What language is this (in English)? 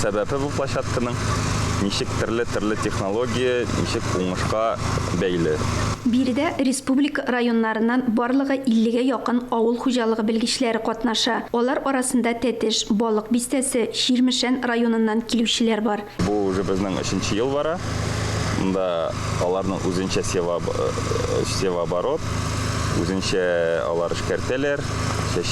Tatar